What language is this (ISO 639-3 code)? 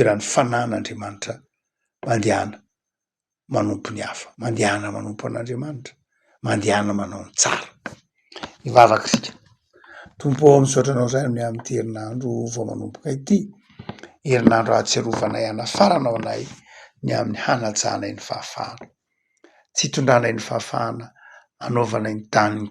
mlg